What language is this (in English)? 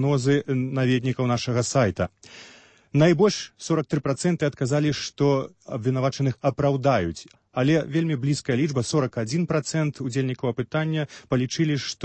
Belarusian